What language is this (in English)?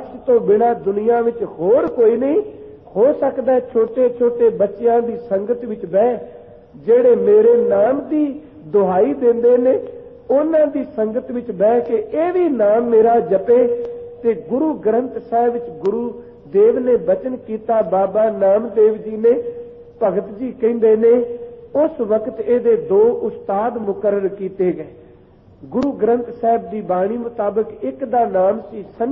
Punjabi